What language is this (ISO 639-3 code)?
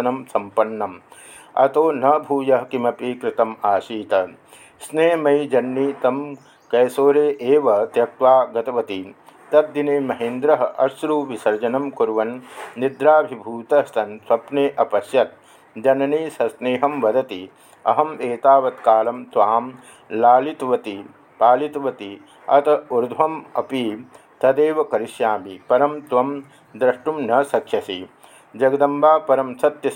san